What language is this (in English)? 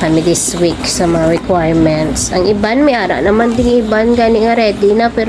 Hiligaynon